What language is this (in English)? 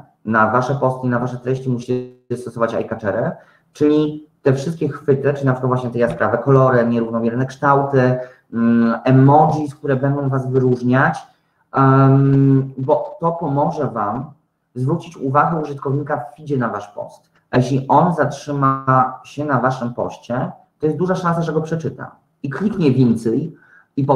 Polish